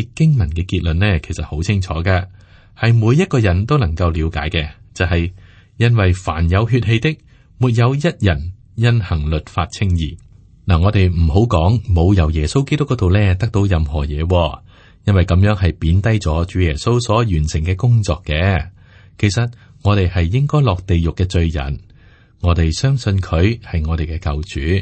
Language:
Cantonese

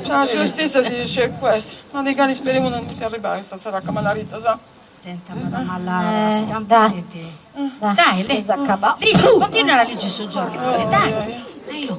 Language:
Sardinian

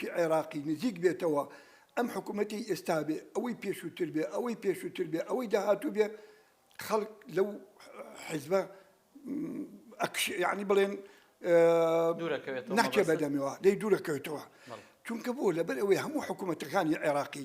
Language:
Central Kurdish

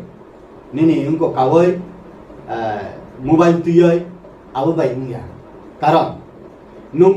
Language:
Kok Borok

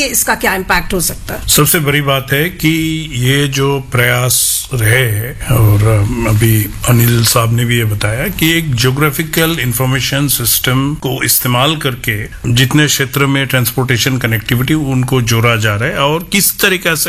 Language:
Hindi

